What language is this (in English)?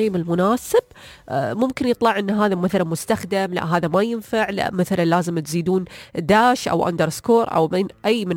Najdi Arabic